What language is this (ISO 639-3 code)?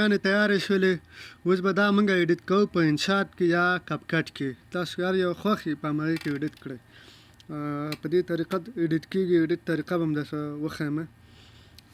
pus